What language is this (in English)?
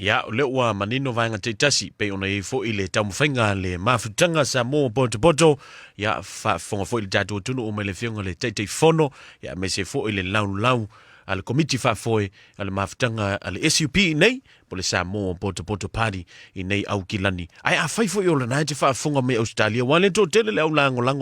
Samoan